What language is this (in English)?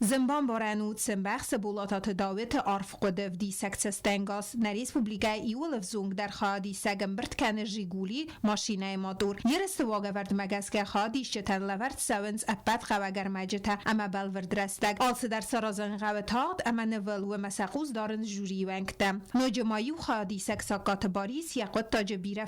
Ossetic